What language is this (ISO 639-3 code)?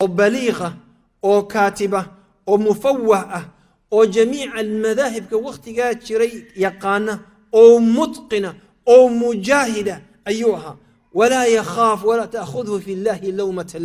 som